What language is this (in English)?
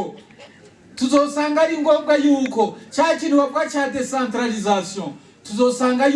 Rundi